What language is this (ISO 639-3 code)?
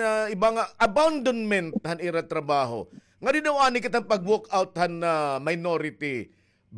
war